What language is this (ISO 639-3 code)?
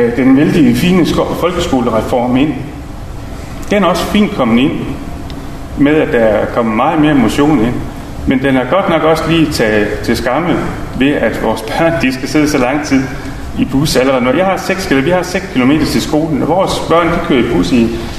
dan